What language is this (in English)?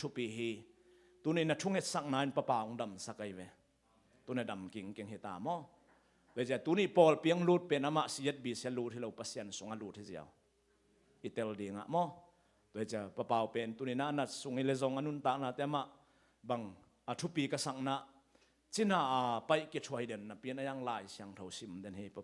Tedim Chin